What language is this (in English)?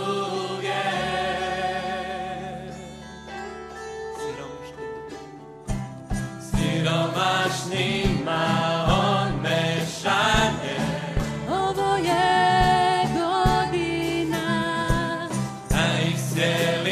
Croatian